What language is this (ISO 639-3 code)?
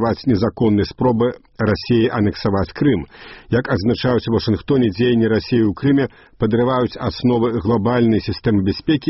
bel